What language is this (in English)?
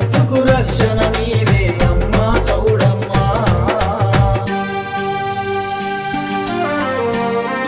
Telugu